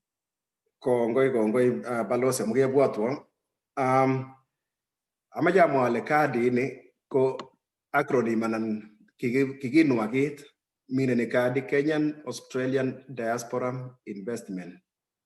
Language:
Kalenjin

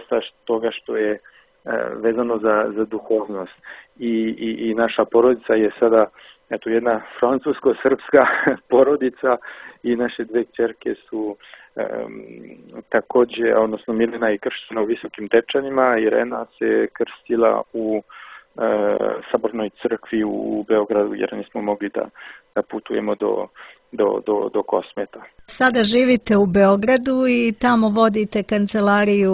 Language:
Serbian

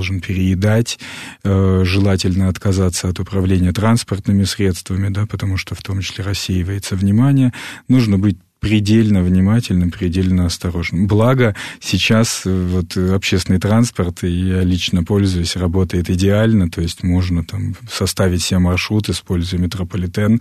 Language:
Russian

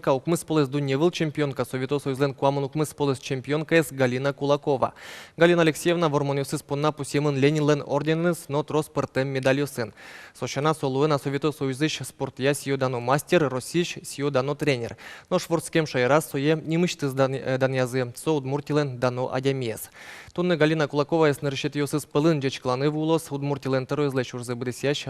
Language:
Udmurt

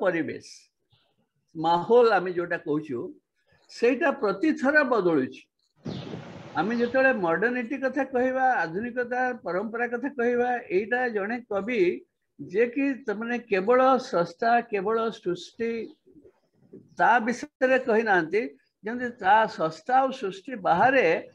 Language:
Odia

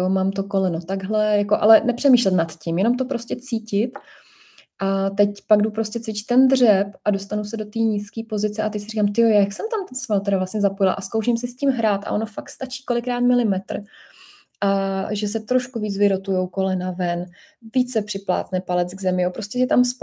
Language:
Czech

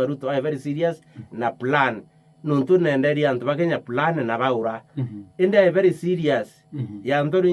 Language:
Meru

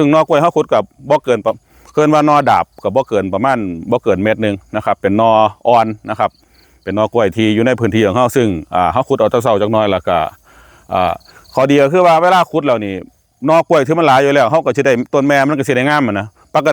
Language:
Northeastern Thai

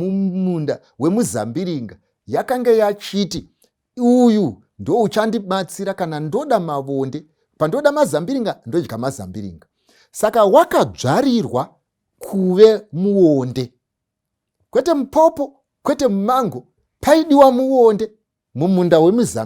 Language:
Shona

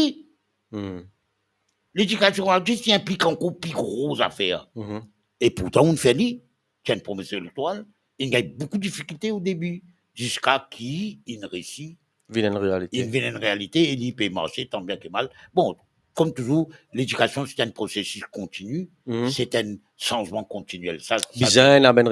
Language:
Morisyen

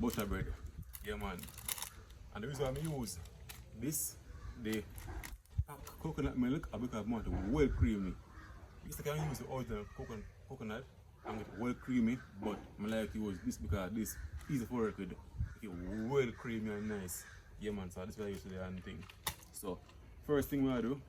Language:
Jamaican Creole English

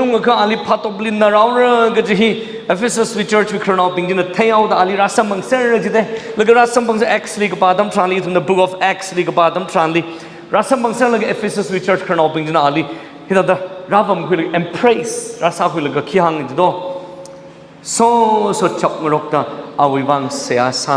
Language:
Tangkhul Naga (India)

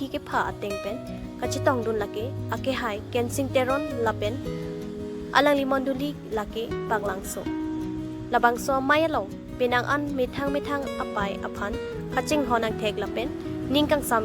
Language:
Karbi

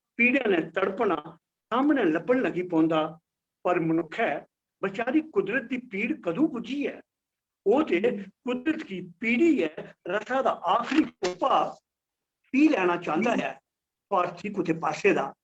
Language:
Dogri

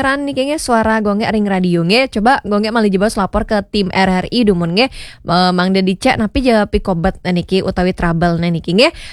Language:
Balinese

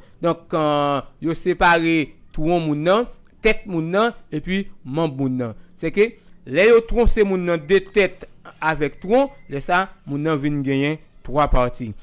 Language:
Haitian Creole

